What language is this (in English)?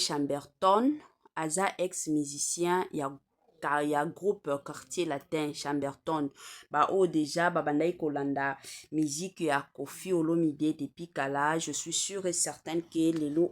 Lingala